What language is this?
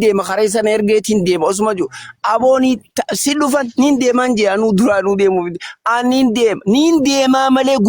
Oromo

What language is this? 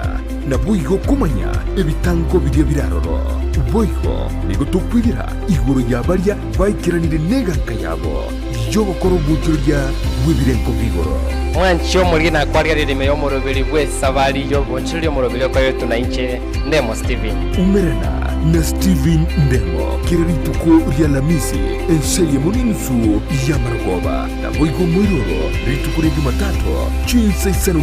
Gusii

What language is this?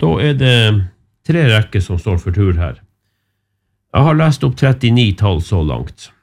Norwegian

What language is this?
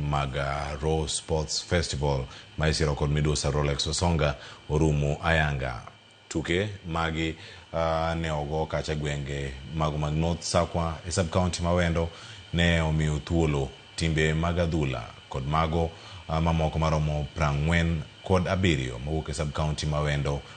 Luo (Kenya and Tanzania)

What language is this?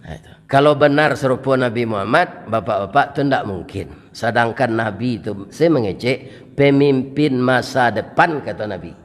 Minangkabau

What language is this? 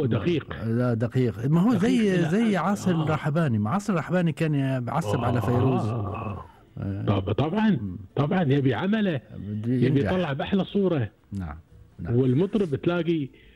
Gulf Arabic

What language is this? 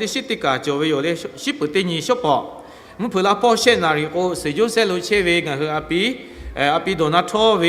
Lahu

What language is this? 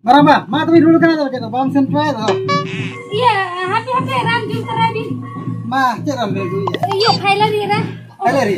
Santali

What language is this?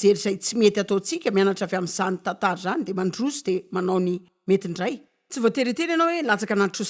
Malagasy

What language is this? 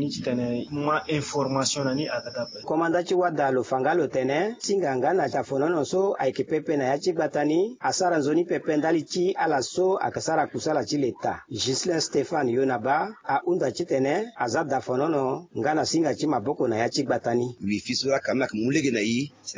Sango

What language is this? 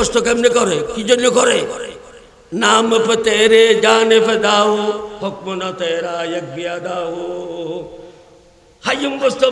Bangla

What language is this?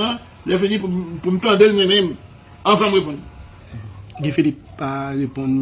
Haitian Creole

